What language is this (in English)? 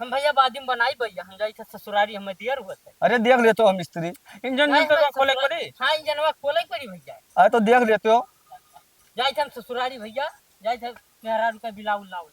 Awadhi